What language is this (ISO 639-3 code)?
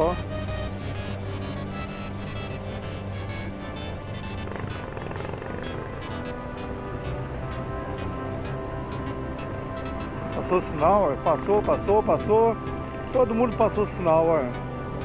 por